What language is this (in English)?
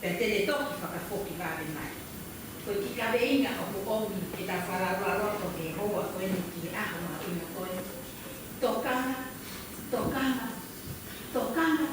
Tongan